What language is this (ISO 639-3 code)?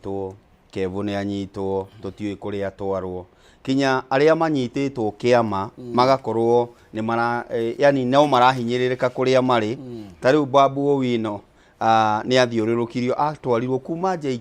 kik